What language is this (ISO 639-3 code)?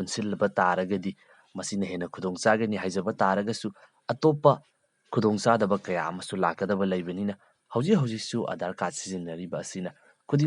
mni